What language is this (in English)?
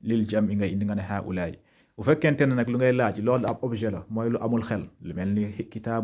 Wolof